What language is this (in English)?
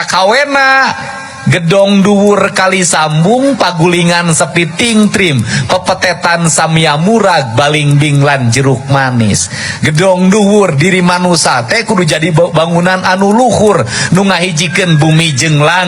Sundanese